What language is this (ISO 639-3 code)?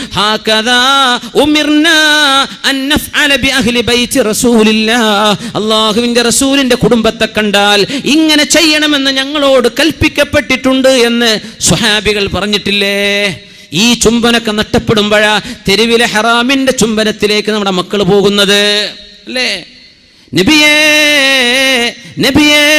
mal